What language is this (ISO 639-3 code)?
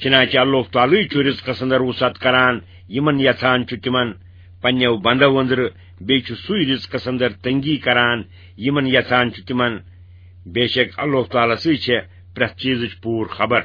kas